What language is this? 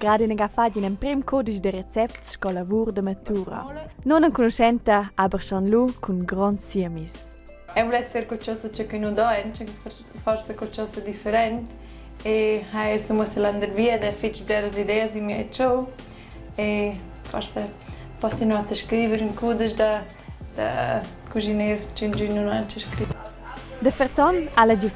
Romansh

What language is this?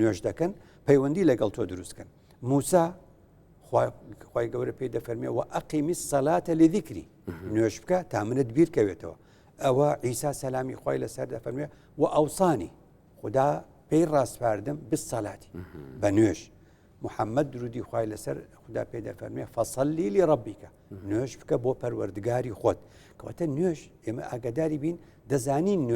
Central Kurdish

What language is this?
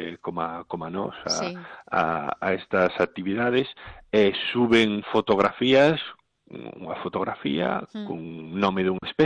Galician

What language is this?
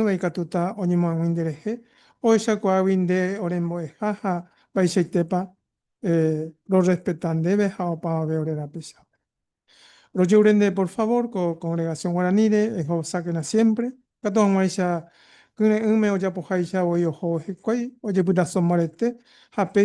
Guarani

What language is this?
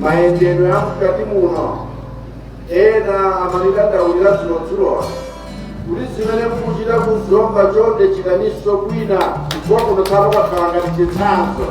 Nyanja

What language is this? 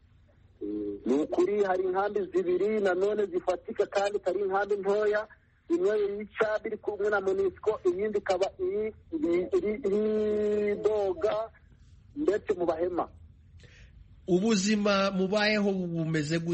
Kinyarwanda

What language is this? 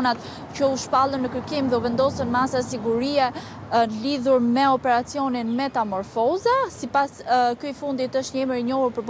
Albanian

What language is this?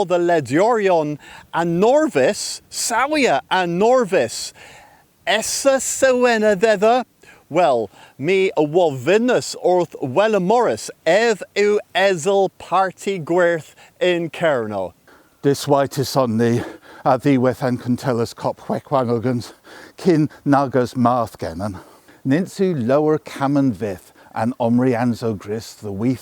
Cornish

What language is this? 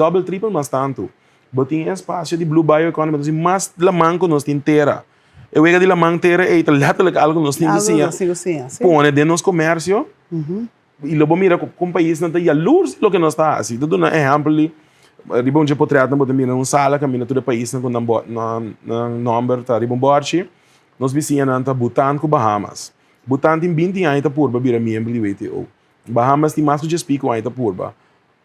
Papiamento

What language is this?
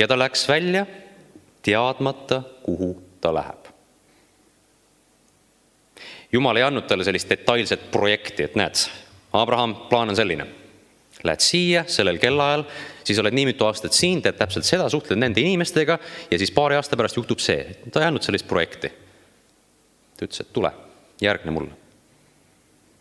Estonian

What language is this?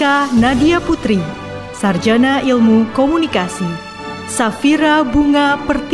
Indonesian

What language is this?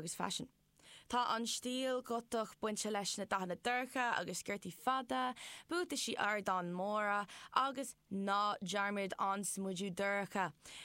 Irish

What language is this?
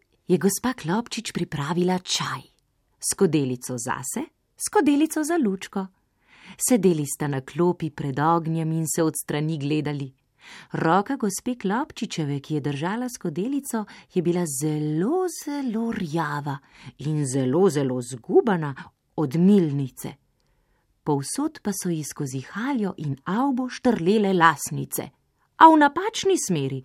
Slovenian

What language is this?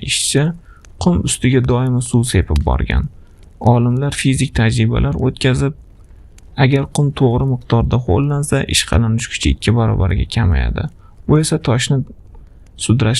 Uzbek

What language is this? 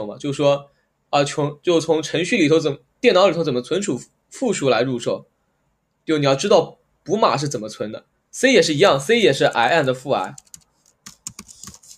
Chinese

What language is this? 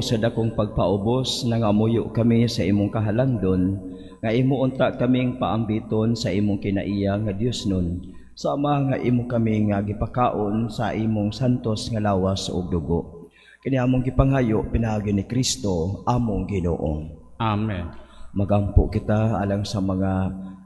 Cebuano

